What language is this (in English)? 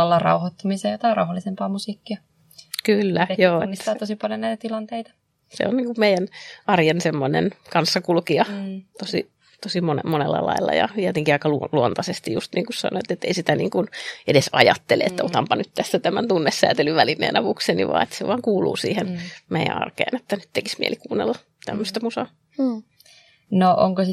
Finnish